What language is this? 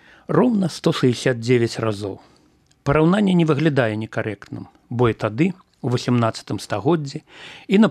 Belarusian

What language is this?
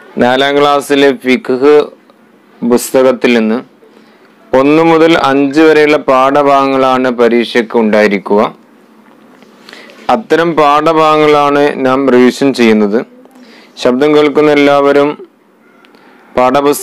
Malayalam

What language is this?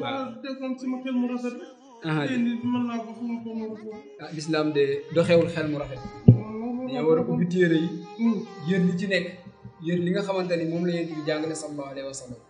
Wolof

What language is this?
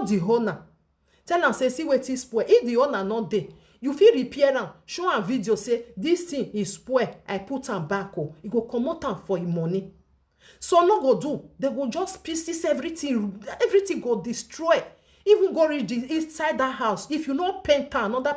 Nigerian Pidgin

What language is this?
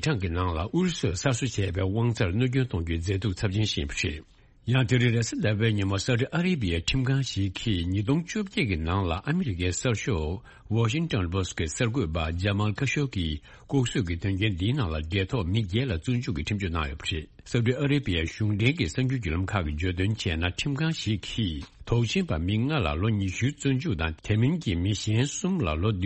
Tibetan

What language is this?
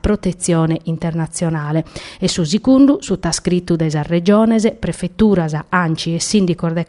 Sardinian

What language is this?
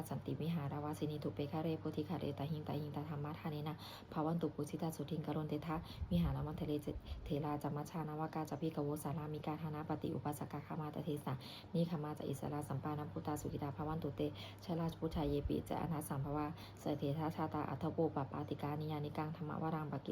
Pali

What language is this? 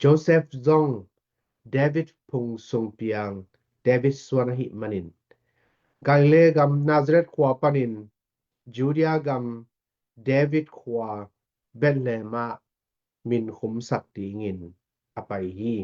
Tedim Chin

